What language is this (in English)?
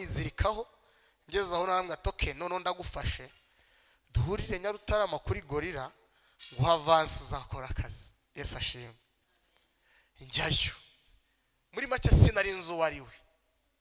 Kinyarwanda